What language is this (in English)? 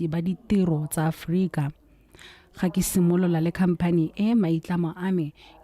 Tswana